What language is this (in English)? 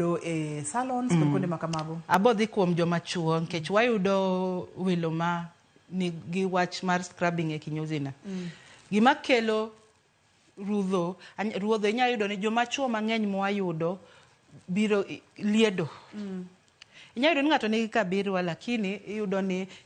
Luo (Kenya and Tanzania)